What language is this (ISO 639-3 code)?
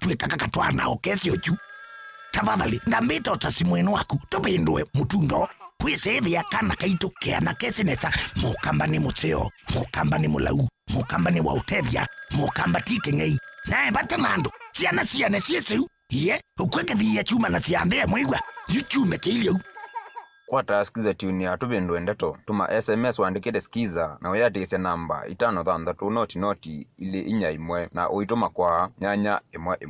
kam